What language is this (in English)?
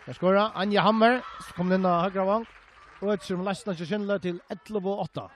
Faroese